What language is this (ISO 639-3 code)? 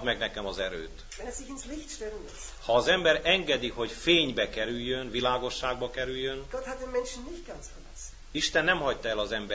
hun